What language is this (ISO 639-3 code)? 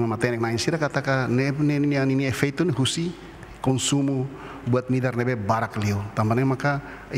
tet